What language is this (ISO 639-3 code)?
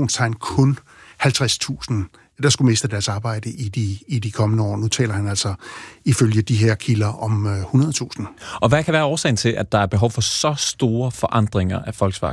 dan